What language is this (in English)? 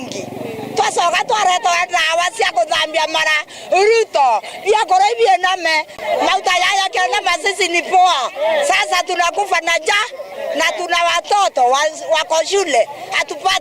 Meru